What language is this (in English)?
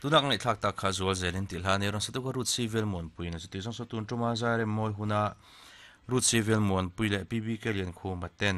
Mizo